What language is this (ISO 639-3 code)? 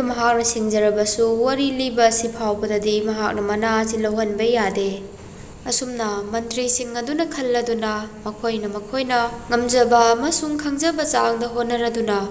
mni